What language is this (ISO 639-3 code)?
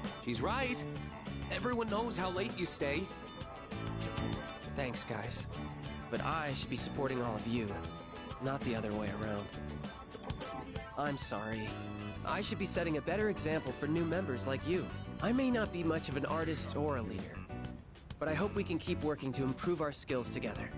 eng